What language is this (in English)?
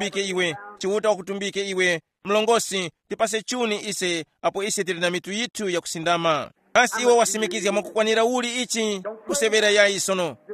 Tumbuka